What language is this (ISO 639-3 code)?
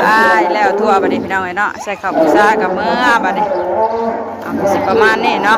tts